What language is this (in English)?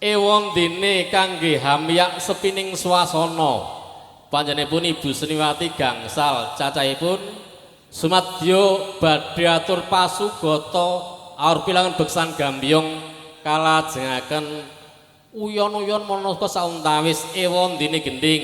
Javanese